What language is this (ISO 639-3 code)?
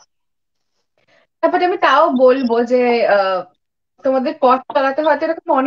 ben